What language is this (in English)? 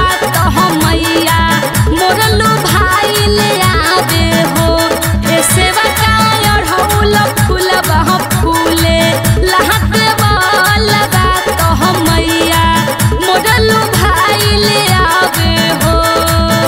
Bhojpuri